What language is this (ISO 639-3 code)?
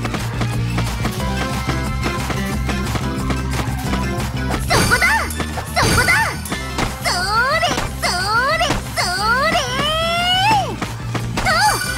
jpn